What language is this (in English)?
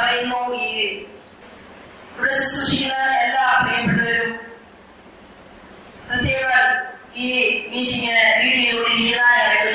Malayalam